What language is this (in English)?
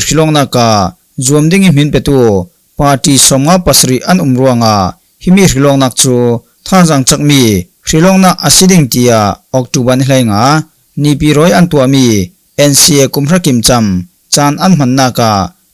Falam Chin